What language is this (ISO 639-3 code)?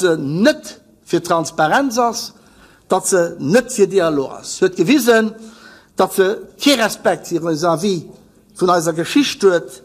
ltz